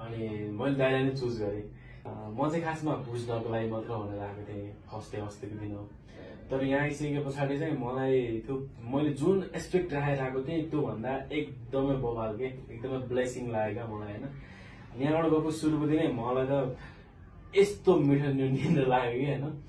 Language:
Nepali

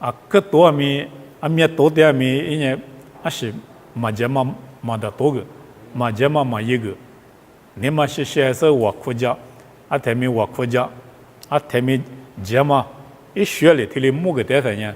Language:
Lisu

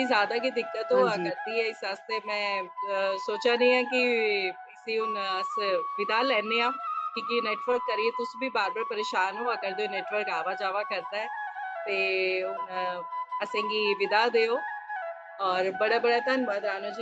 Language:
Dogri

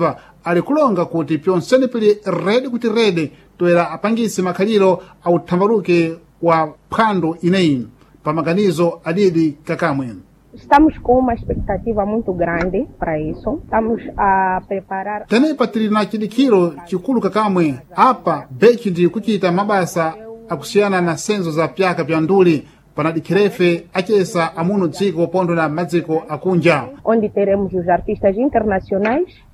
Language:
Sena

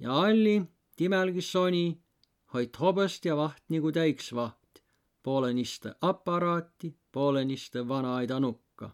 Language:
Võro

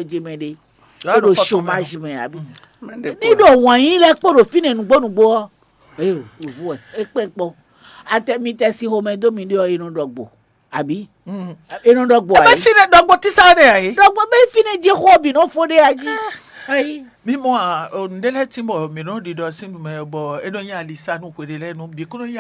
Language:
Fon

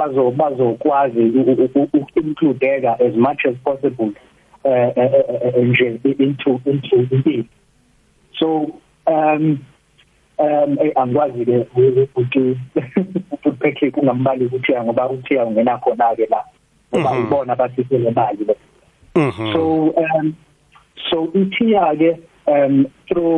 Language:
South Ndebele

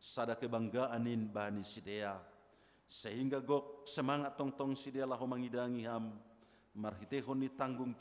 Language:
Batak Simalungun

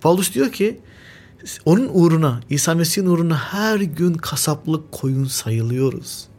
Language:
Turkish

